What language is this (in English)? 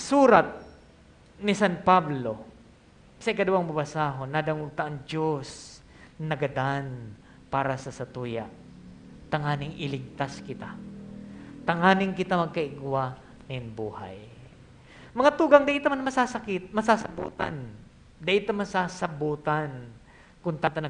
Bikol